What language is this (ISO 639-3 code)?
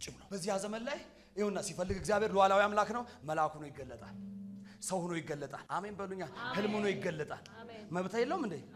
amh